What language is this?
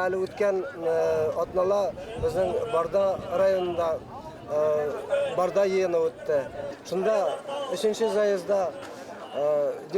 Bashkir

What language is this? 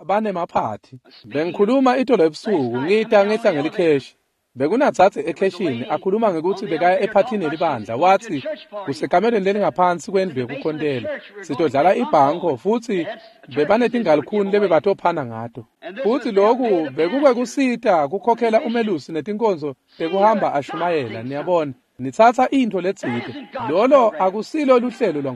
Swati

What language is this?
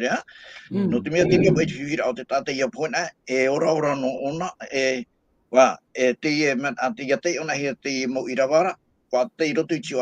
Tahitian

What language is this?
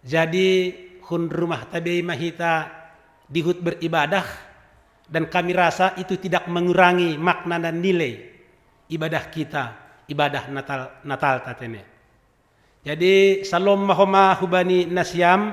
Batak Simalungun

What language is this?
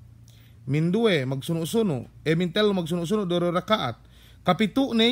Yakan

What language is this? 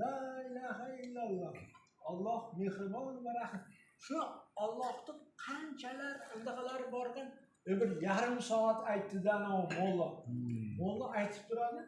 Uzbek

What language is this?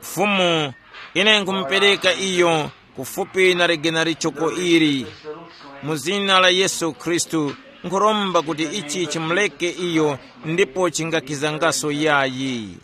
Tumbuka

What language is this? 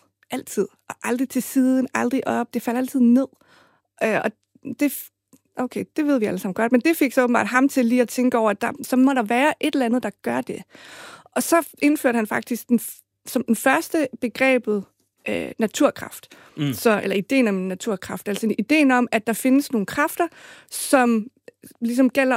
Danish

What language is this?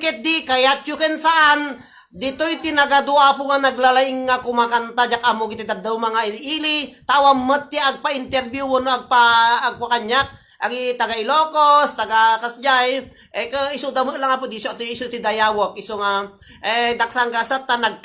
Iloko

